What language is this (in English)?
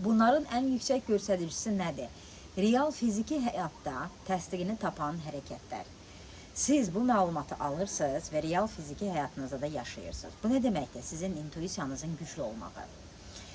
Azerbaijani